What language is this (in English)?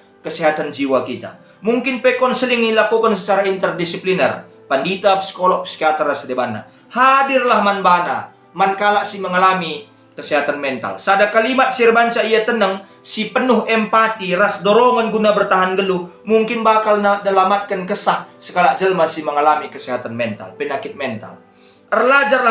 Batak Karo